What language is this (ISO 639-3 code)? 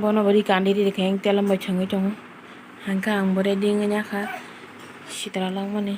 trp